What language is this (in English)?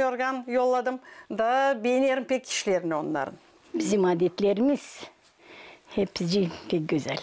Gagauz